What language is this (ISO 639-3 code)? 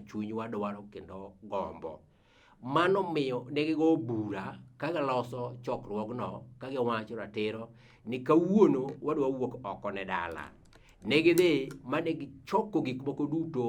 luo